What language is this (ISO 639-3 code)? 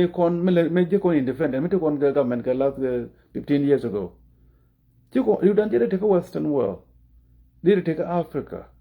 nus